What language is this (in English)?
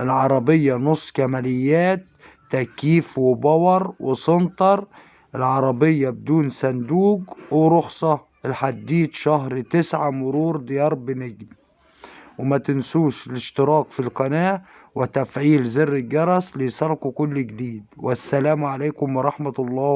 Egyptian Arabic